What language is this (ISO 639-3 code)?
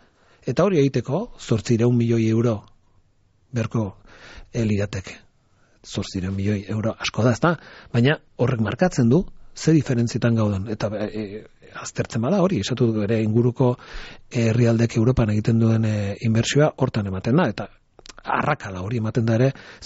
eus